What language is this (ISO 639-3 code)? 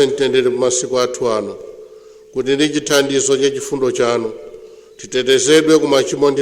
nya